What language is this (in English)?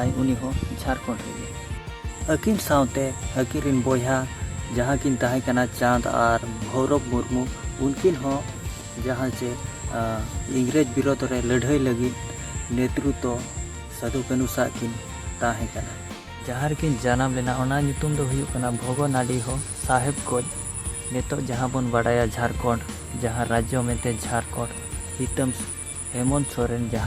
Santali